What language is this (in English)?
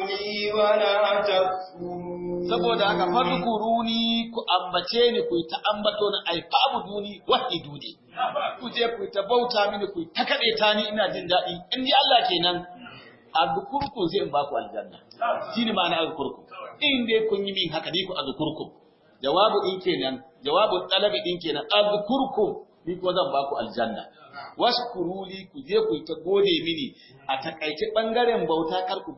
Hausa